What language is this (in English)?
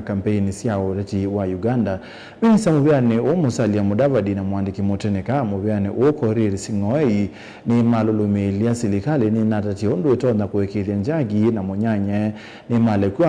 Kamba